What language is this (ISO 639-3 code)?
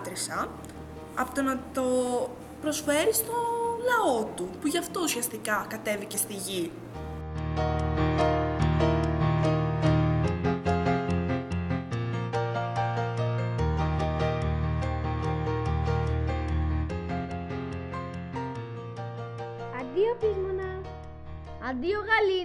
ell